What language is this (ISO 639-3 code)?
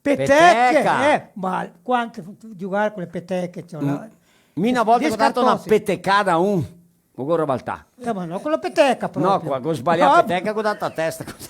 vec